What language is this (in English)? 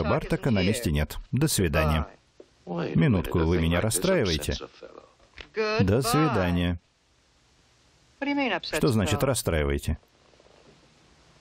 Russian